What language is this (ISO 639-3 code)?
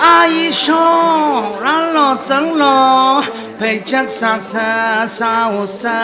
nmf